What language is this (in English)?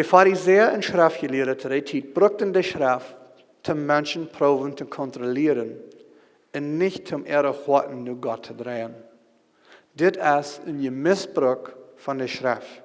Plautdietsch